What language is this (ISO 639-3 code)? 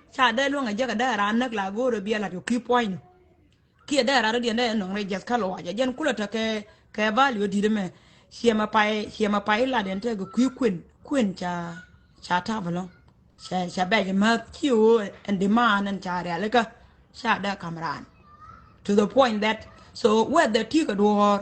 nus